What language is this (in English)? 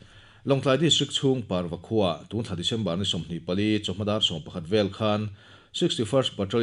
Mizo